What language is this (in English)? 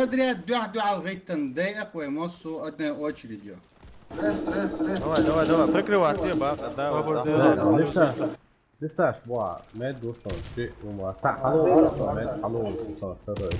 Chechen